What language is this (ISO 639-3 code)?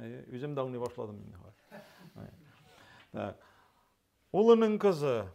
tat